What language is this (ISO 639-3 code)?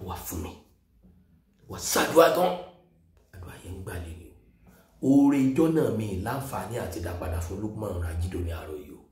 yor